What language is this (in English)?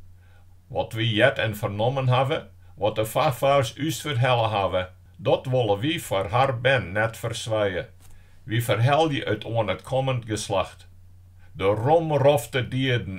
Western Frisian